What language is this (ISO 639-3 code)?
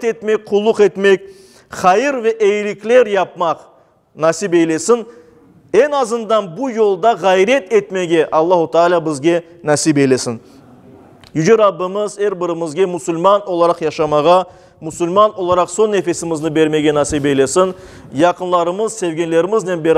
crh